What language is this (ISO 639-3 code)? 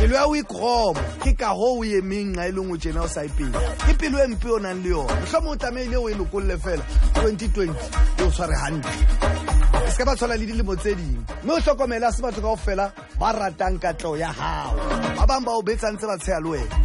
sot